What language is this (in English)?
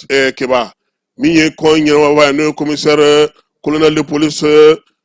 Bambara